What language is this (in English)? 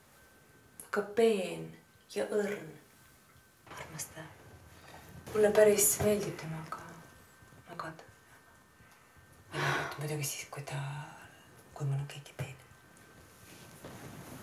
Estonian